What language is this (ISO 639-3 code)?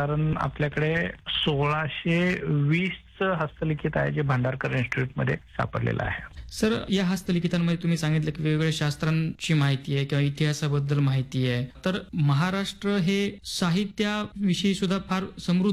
mar